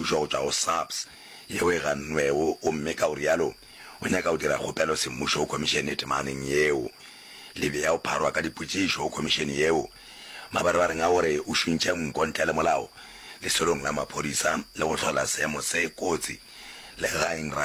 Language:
Northern Sotho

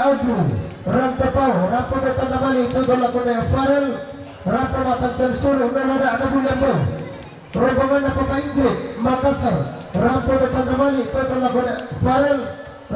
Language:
Toraja-Sa'dan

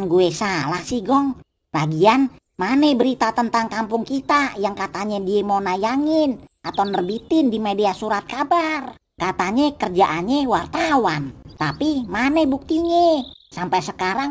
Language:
Betawi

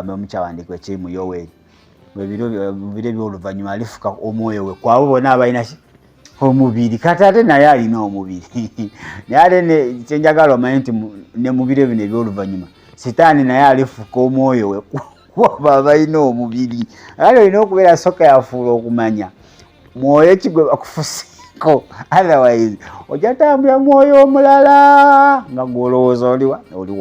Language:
Ganda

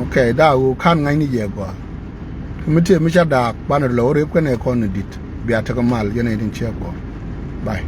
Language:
Nuer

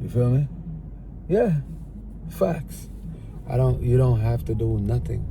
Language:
Jamaican Creole English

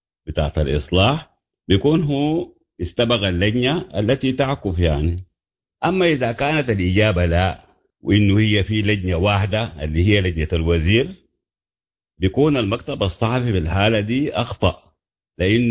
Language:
Sudanese Arabic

